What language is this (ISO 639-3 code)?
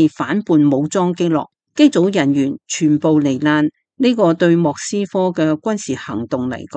yue